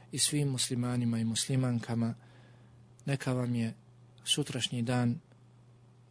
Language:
Bosnian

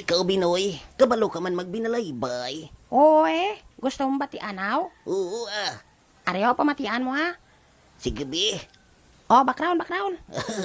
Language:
Hiligaynon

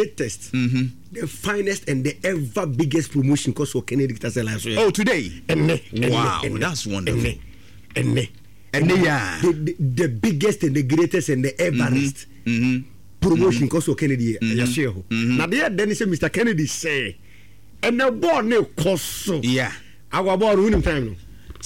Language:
Akan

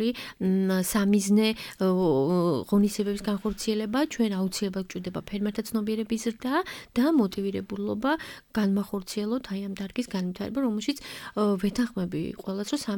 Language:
Georgian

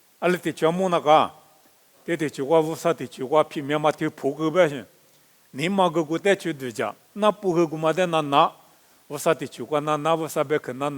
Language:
Lisu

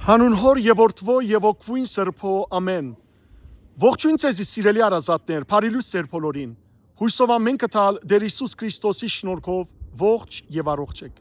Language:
Western Armenian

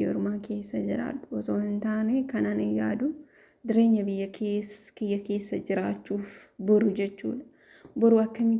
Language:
Oromo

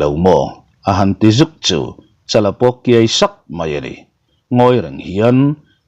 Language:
Mizo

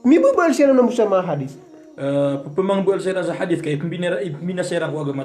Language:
Maranao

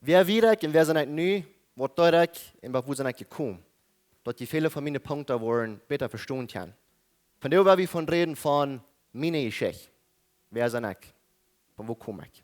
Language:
Plautdietsch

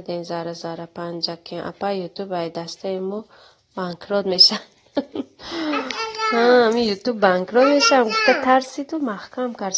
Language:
Tajik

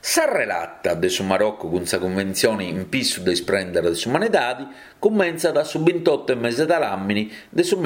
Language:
Sardinian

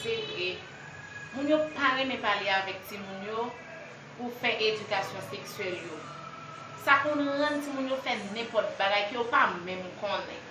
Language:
Haitian Creole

